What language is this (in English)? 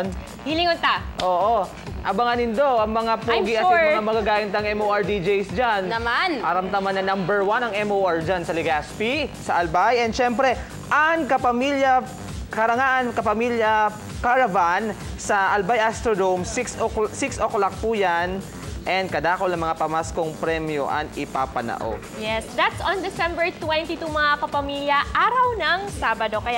Bikol